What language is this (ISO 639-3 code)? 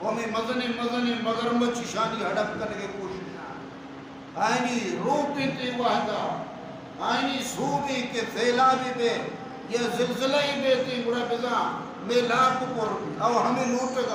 bal